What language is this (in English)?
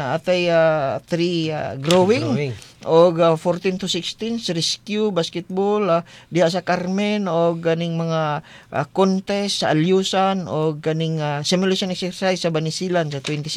Cebuano